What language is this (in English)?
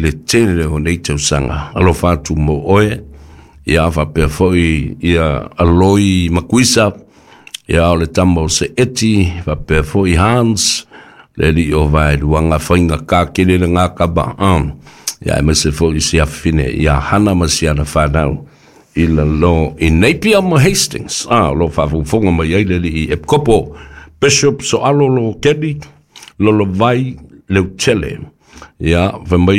Samoan